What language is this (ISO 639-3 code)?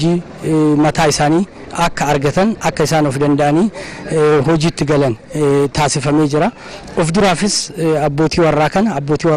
orm